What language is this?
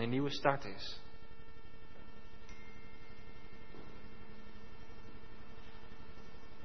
Dutch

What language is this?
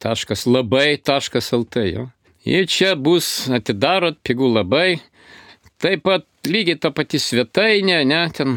Lithuanian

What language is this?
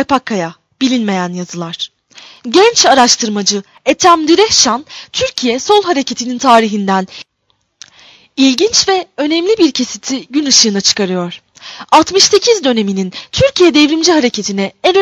Turkish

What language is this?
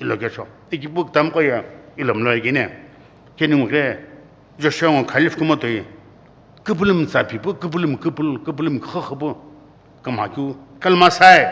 Sumi Naga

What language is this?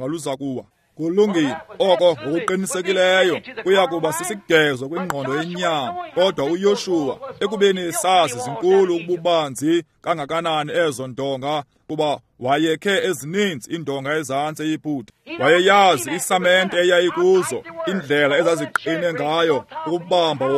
Xhosa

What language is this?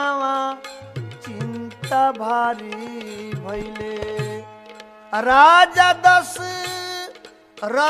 Bhojpuri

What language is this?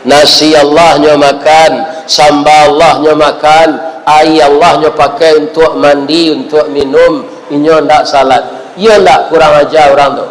Minangkabau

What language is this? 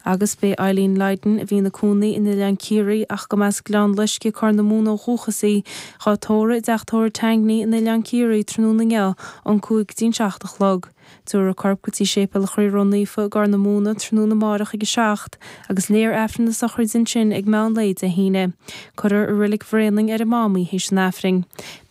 Irish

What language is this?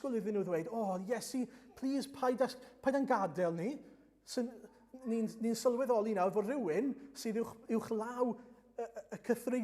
Welsh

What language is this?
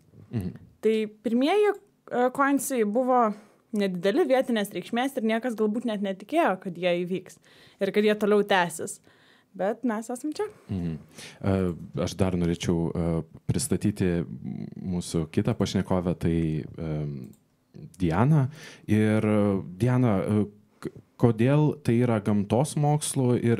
Lithuanian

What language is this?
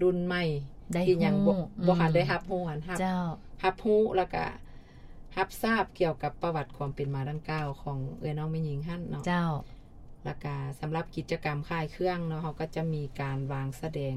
Lao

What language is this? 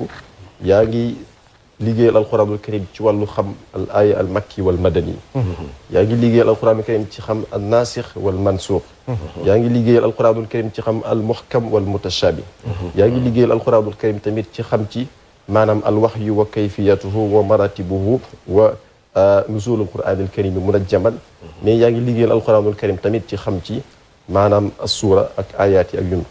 Wolof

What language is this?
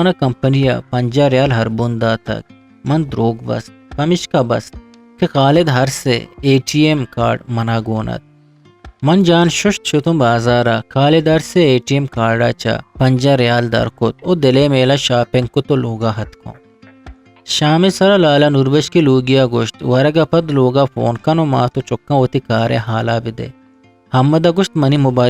Eastern Balochi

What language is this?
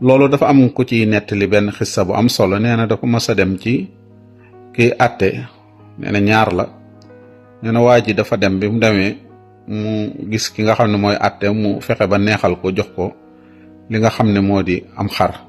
Wolof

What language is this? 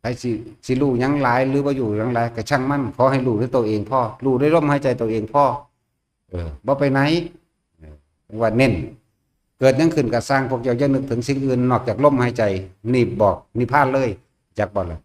Northeastern Thai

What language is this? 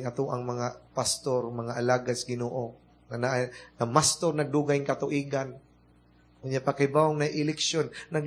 Cebuano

